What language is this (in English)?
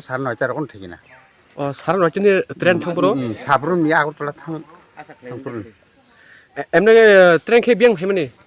Kok Borok